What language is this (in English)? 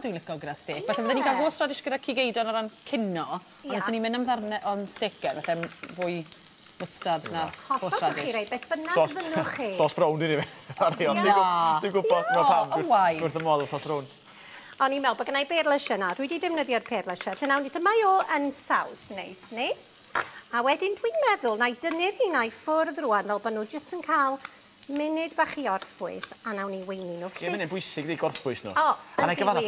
Welsh